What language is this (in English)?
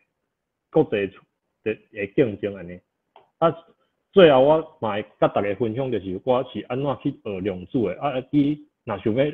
Min Nan Chinese